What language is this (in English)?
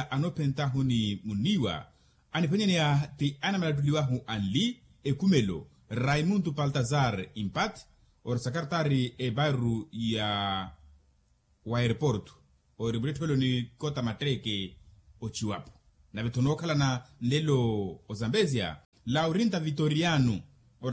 Makhuwa